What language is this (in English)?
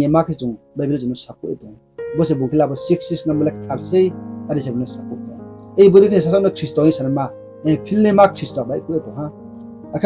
Riang (India)